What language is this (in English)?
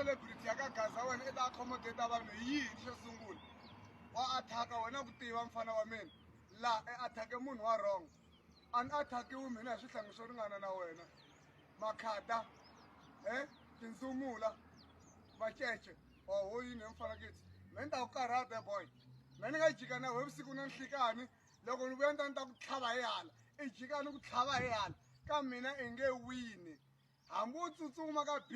Tsonga